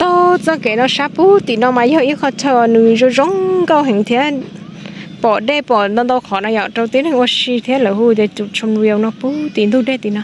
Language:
Hmong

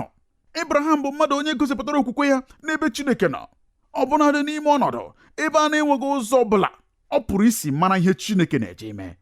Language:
Igbo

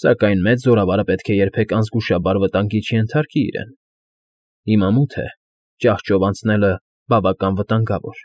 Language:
Armenian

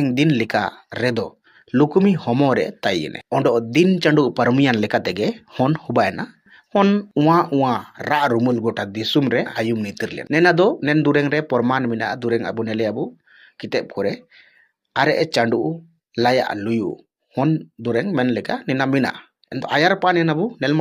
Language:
Ho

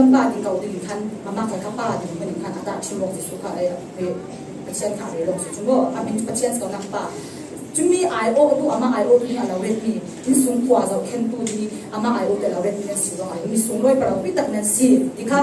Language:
Falam Chin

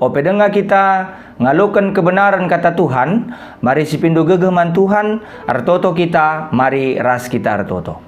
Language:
Batak Karo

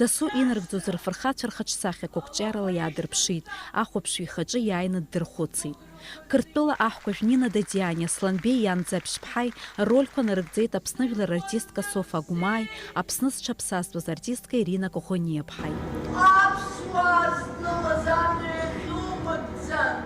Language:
Abkhazian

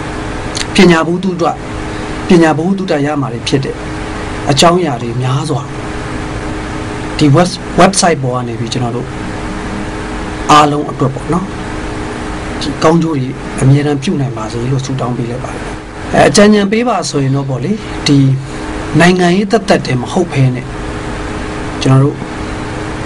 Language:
Burmese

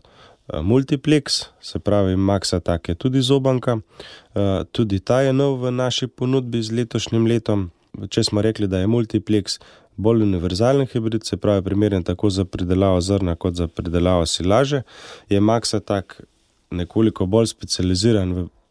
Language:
Slovenian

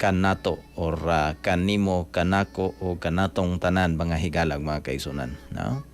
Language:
Cebuano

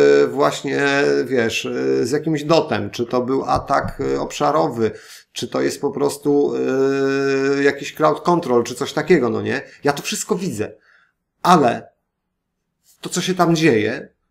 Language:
Polish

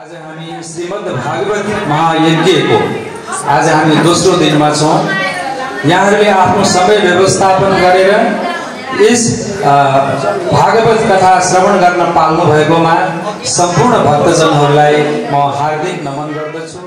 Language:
Nepali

